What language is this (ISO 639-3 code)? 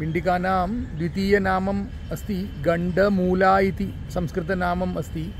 san